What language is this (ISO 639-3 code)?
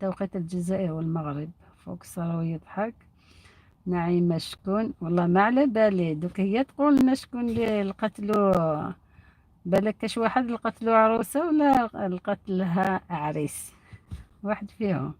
arq